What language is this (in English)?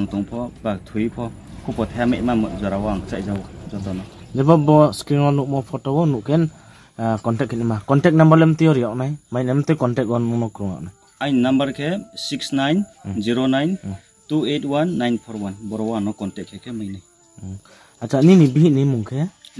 Riang (India)